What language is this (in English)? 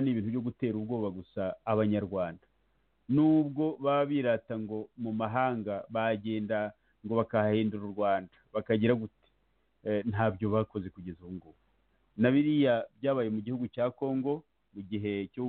Kinyarwanda